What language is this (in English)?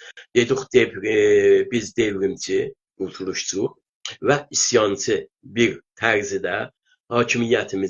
South Azerbaijani